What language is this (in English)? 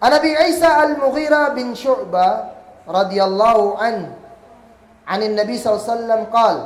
Kagan Kalagan